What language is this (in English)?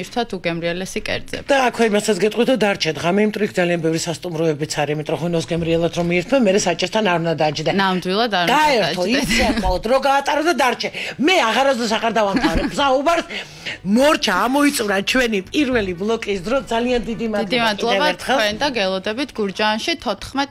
Georgian